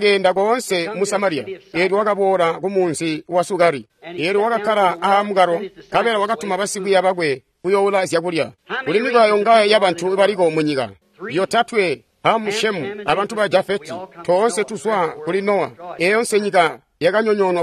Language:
Tonga (Zambia)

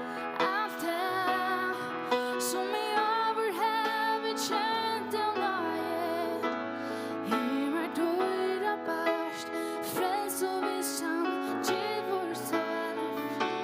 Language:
Faroese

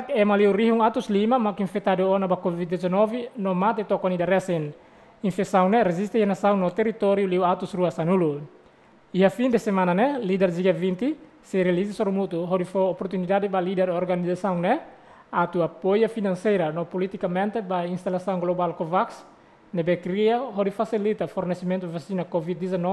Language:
Tetum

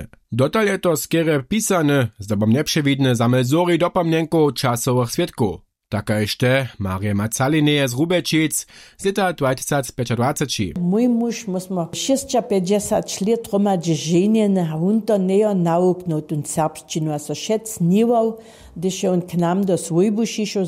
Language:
Upper Sorbian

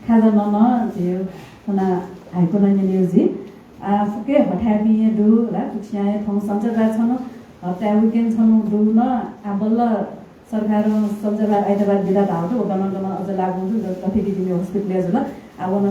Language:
Newari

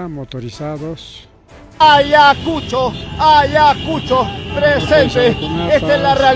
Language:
Ayacucho Quechua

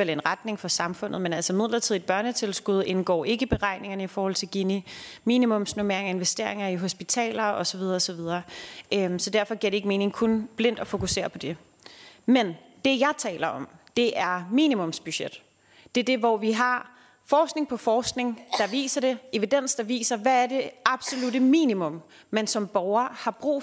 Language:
Danish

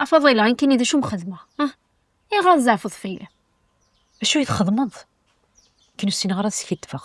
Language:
Kabyle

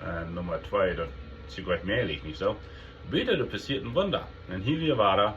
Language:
Plautdietsch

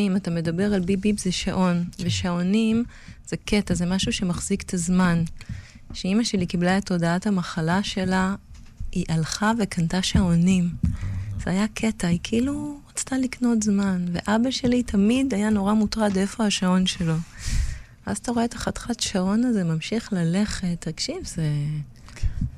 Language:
Hebrew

